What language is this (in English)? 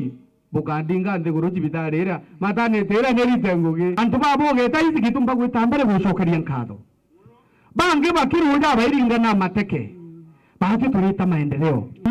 Meru